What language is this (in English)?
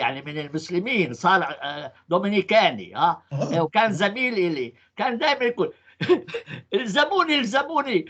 North Levantine Arabic